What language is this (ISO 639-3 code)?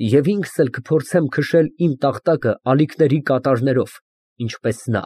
hye